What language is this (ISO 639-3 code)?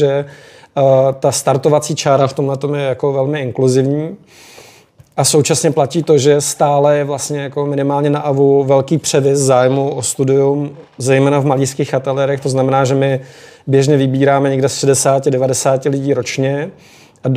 ces